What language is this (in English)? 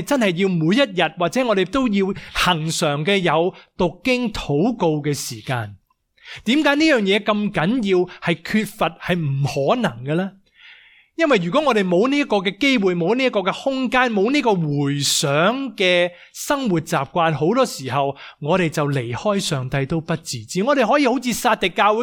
Cantonese